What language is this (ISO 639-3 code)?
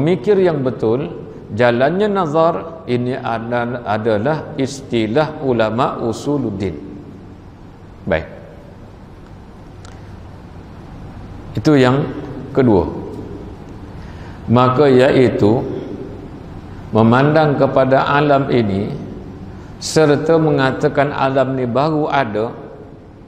msa